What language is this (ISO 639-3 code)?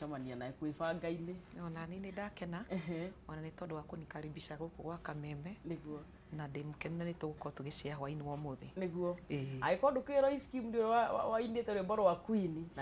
kik